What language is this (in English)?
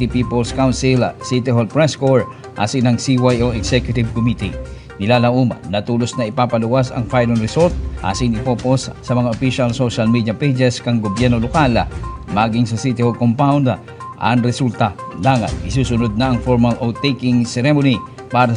Bikol